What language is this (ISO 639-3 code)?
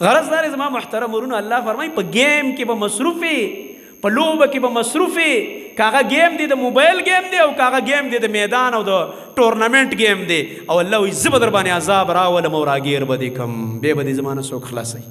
pus